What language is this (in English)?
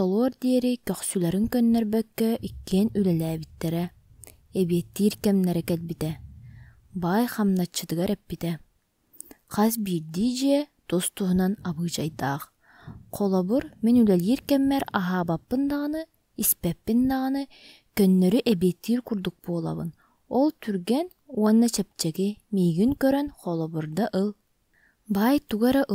Yakut